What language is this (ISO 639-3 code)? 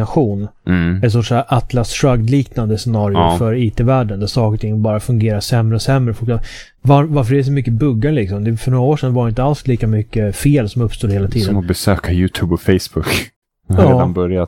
swe